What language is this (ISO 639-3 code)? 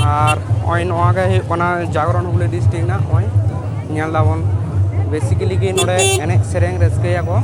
sat